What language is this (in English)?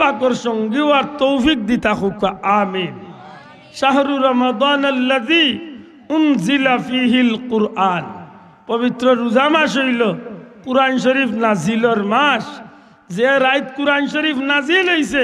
Sylheti